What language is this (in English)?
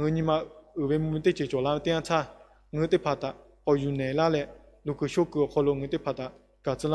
Lahu